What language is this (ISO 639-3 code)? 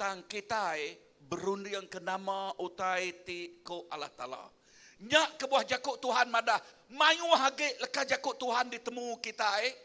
iba